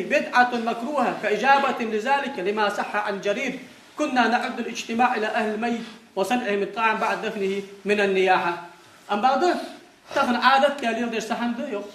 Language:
Ingush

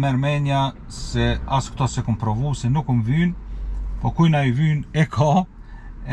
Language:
Albanian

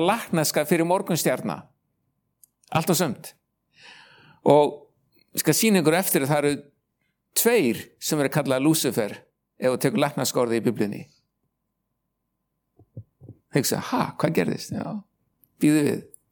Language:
Icelandic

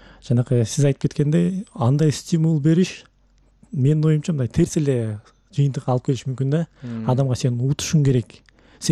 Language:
Kyrgyz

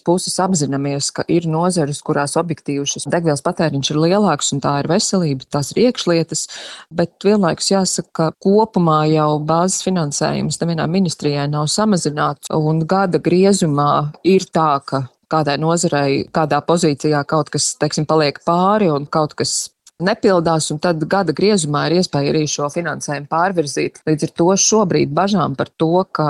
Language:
Latvian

